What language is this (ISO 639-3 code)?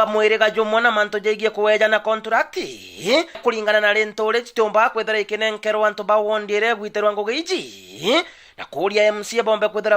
mer